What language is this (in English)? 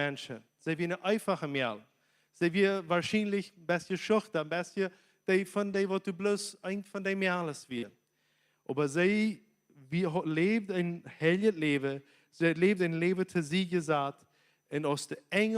Plautdietsch